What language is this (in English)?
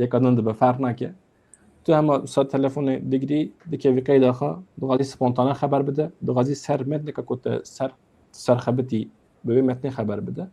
Kurdish